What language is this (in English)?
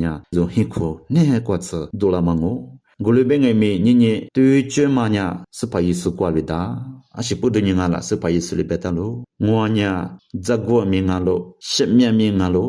Lisu